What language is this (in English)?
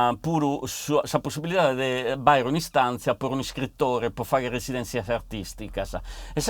Sardinian